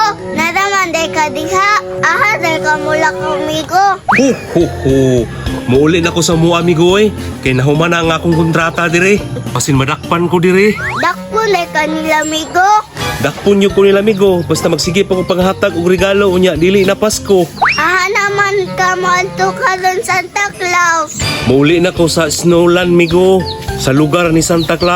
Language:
Cebuano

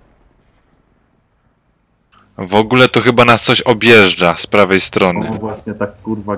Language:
Polish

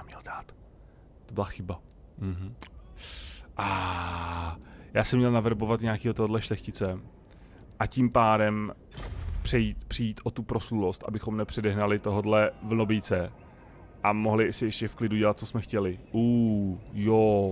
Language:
Czech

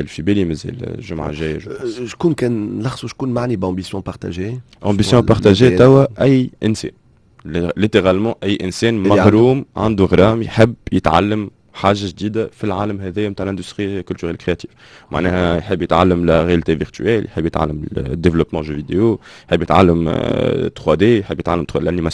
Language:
Tunisian Arabic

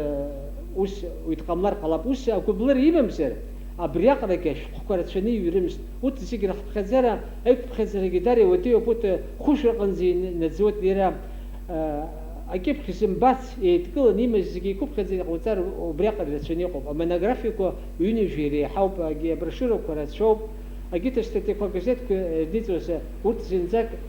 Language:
Abkhazian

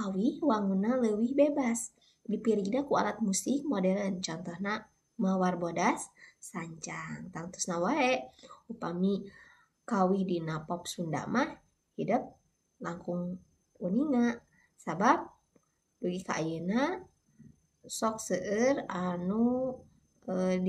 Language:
Sundanese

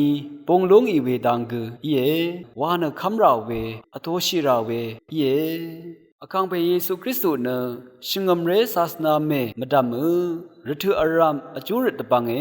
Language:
Rawang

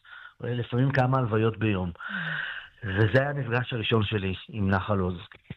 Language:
Hebrew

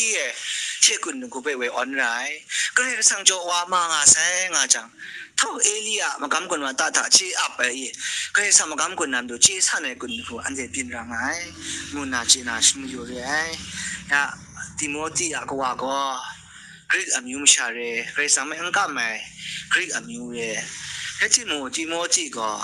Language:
Kachin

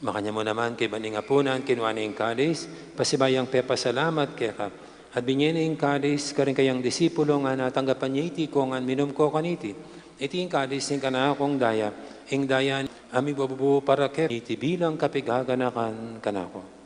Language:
Pampanga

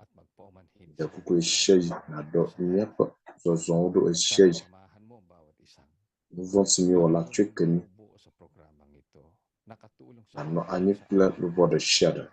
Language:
Ewe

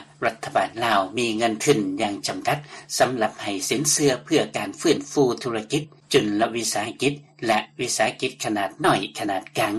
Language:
Lao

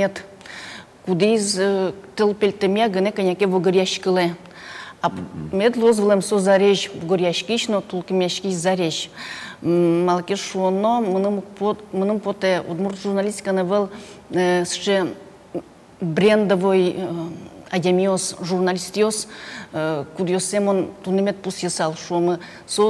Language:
Udmurt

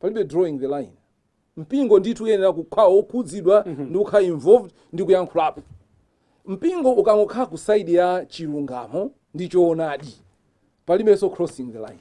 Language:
Nyanja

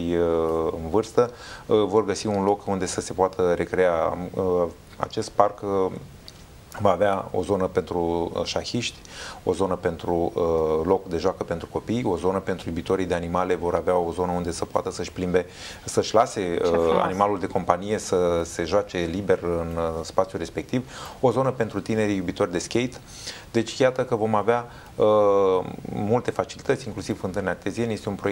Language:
Romanian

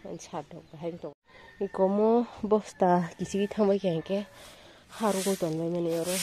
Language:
Kok Borok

